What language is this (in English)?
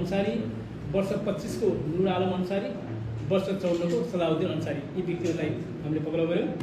Nepali